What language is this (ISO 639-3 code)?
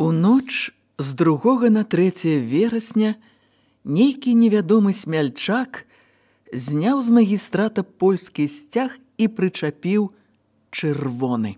bel